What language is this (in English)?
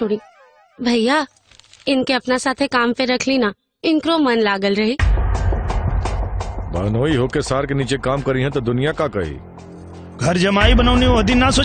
Bhojpuri